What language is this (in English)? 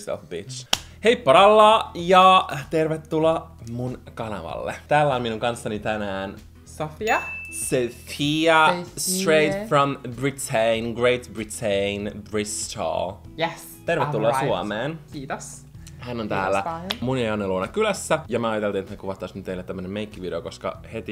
Finnish